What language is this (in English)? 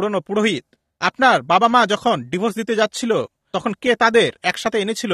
Bangla